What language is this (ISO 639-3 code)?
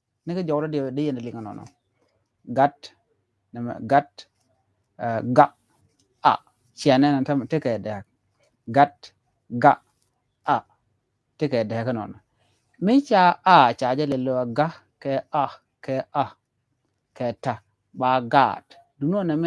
nus